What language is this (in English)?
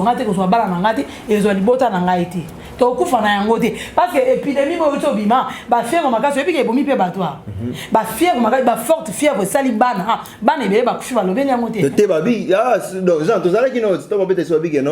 Lingala